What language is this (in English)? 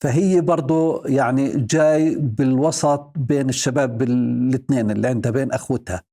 North Levantine Arabic